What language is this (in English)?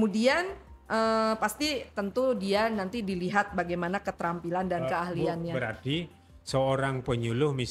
Indonesian